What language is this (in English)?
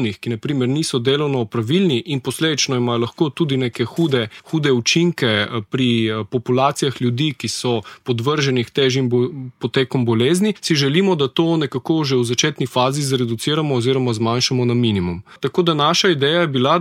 Slovenian